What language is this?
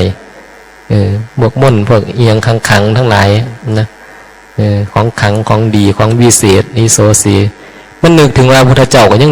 Northeastern Thai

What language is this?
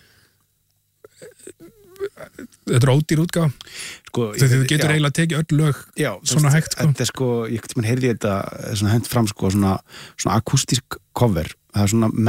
Icelandic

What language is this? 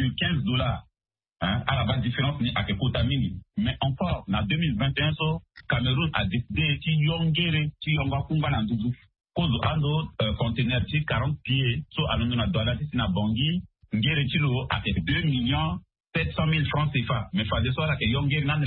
Sango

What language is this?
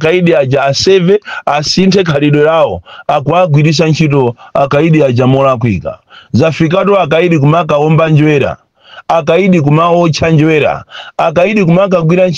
Nyanja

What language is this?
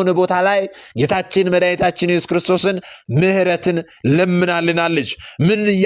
Amharic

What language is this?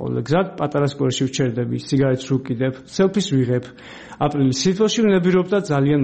Georgian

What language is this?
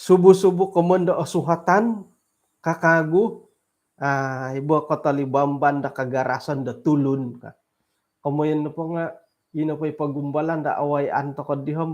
Central Dusun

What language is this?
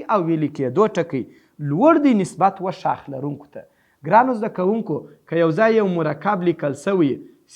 Pashto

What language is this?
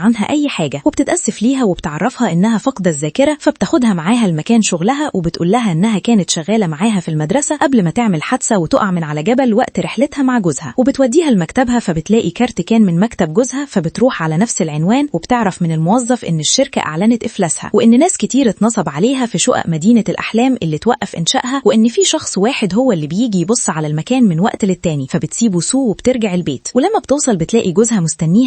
Egyptian Arabic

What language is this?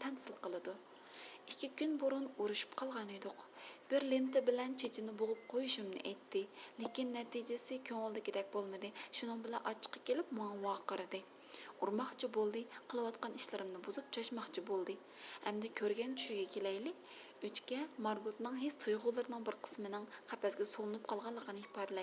Uyghur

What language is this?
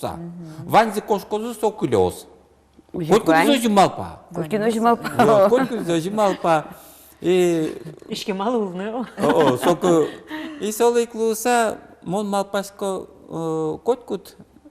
Udmurt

